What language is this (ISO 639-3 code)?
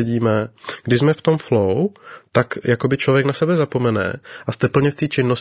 ces